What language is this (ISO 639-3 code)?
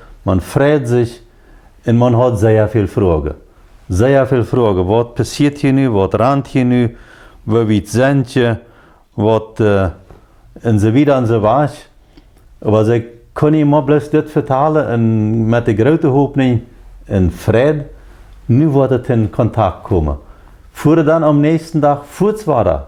pdt